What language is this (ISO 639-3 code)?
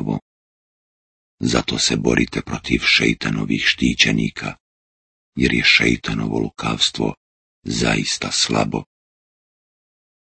bos